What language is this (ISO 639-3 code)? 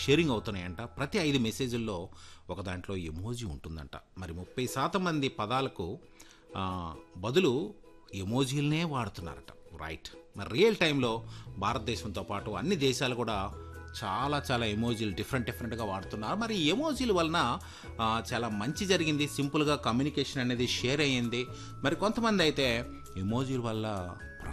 tel